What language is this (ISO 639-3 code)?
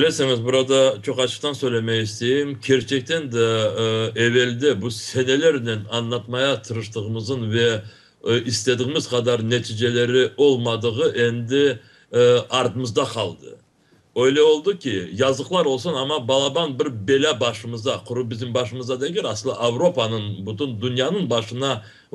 crh